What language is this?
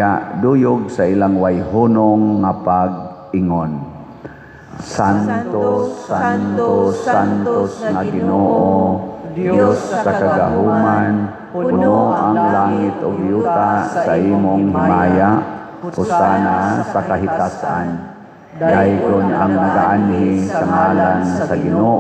Cebuano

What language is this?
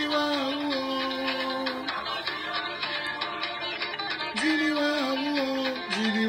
French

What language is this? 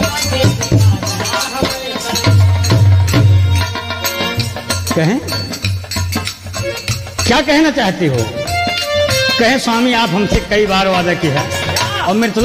Bhojpuri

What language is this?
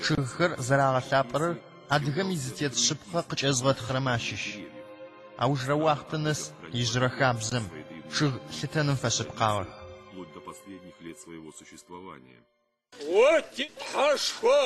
Adyghe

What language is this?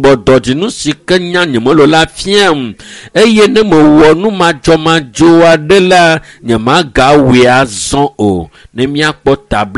Ewe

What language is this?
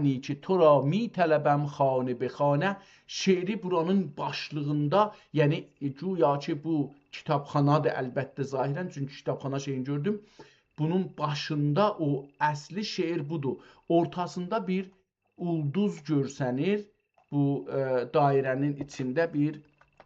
South Azerbaijani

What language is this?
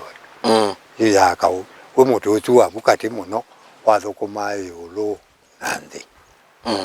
Kamba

